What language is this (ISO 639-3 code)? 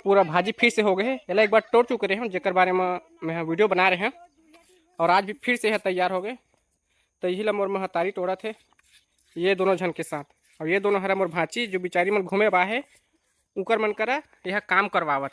hne